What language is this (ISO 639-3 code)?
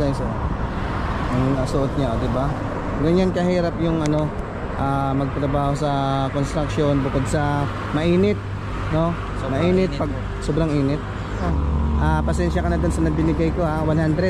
fil